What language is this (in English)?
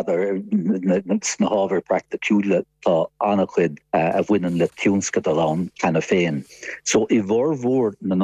Irish